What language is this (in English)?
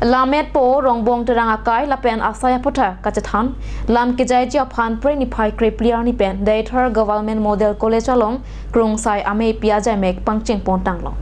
Karbi